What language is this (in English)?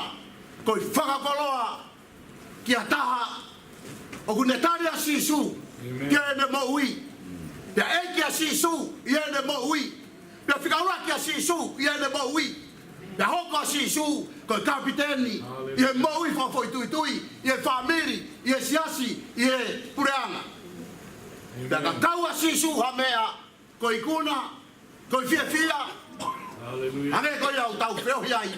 Tongan